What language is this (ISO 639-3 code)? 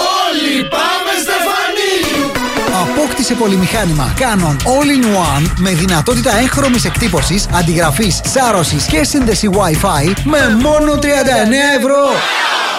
ell